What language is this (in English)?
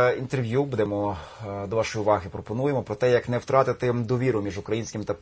Ukrainian